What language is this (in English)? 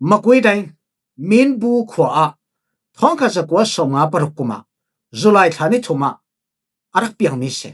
Falam Chin